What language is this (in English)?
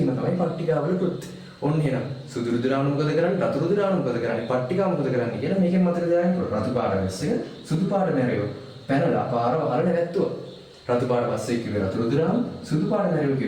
Sinhala